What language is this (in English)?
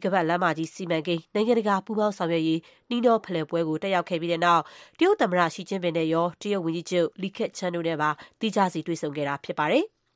Burmese